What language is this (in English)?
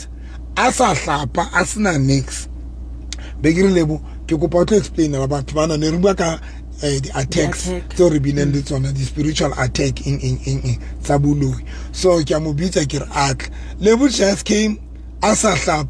Southern Sotho